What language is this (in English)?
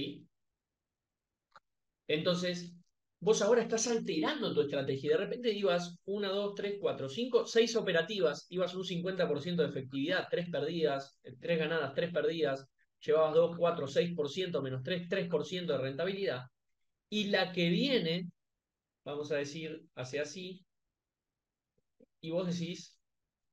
Spanish